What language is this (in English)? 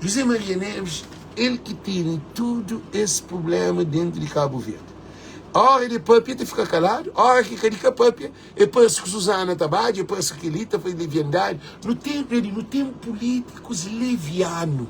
Kabuverdianu